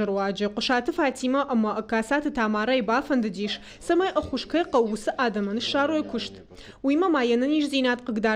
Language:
Ossetic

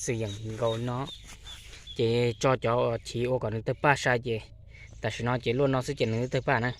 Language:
Hmong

